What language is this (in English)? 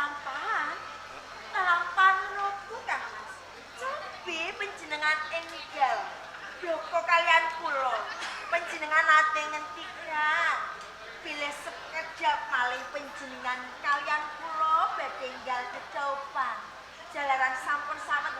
Javanese